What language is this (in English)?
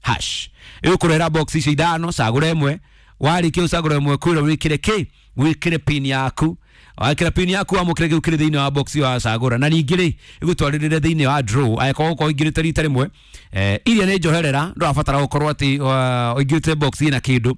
Kikuyu